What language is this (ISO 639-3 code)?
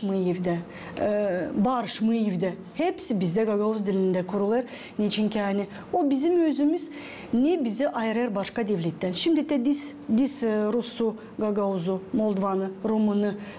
gag